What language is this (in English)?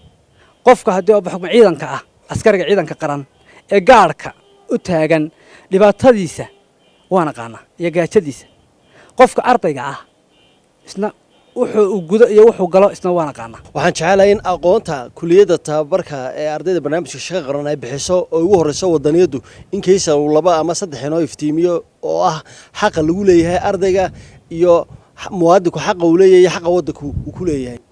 Somali